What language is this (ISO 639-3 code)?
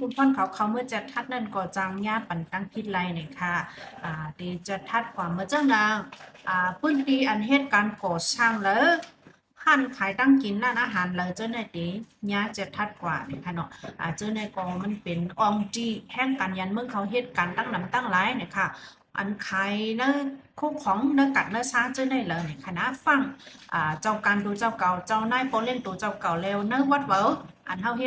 shn